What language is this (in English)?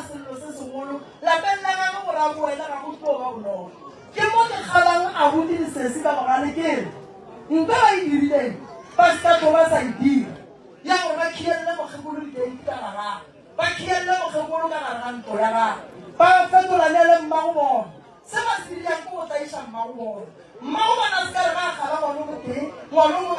Northern Sotho